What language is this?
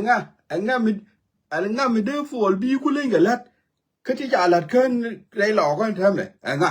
Nuer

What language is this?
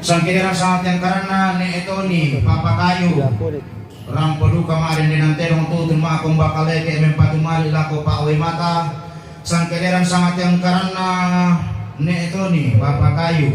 Toraja-Sa'dan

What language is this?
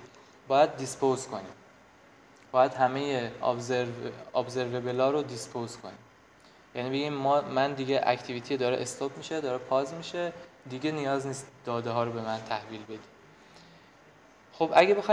Persian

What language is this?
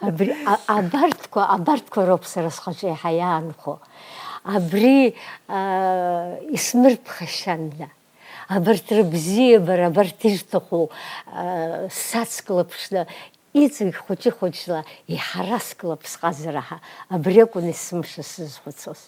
Abkhazian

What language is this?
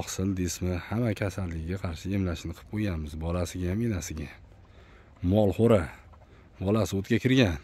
Uzbek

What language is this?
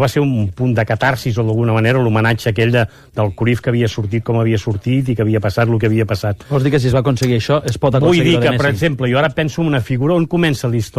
Catalan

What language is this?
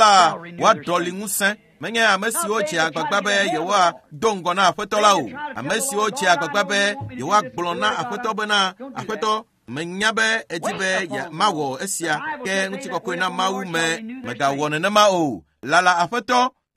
Ewe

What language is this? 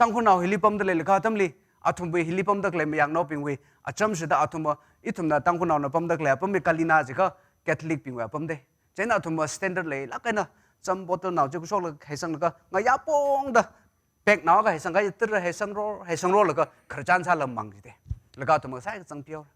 Tangkhul Naga (India)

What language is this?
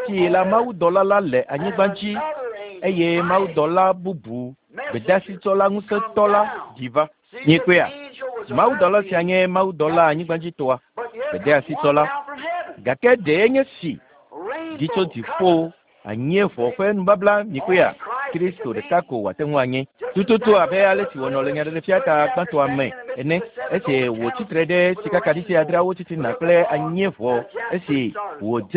Ewe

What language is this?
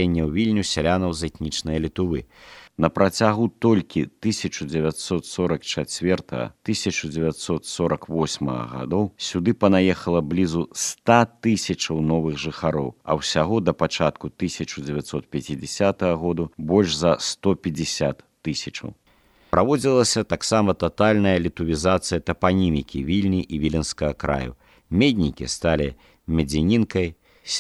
Belarusian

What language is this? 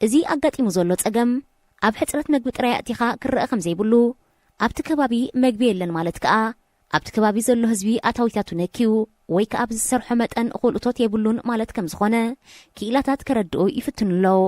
Tigrinya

